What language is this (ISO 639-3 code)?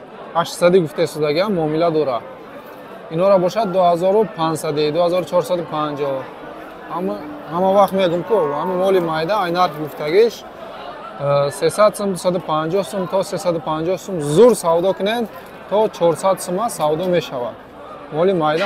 tgk